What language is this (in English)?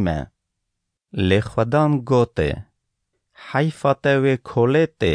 Kurdish